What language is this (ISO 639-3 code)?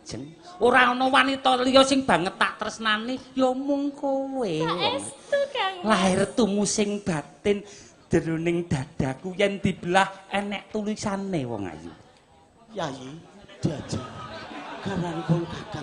jav